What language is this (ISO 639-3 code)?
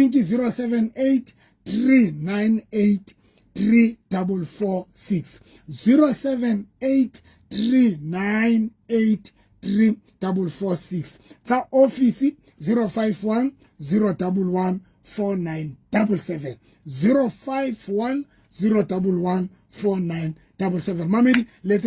sot